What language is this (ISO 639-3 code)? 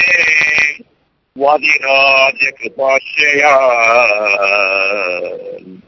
kan